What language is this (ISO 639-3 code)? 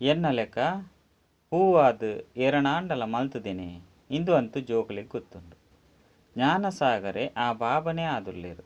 tcy